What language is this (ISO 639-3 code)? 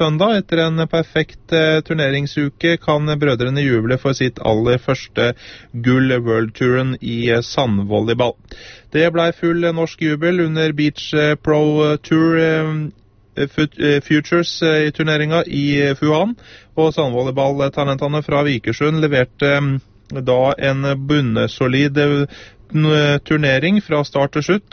nor